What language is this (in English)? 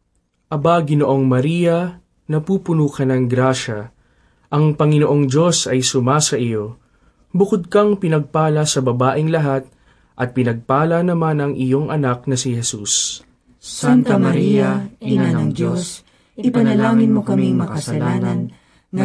Filipino